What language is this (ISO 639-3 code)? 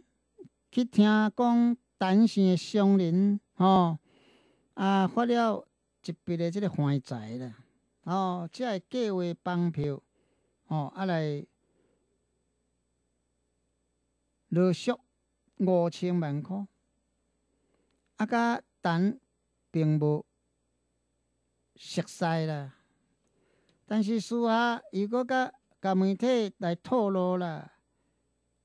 nan